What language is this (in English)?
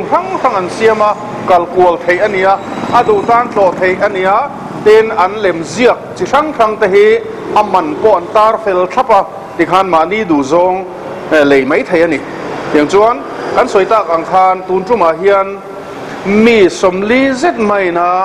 Mizo